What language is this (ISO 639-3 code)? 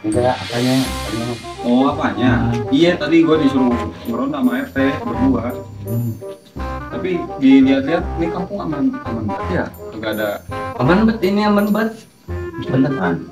bew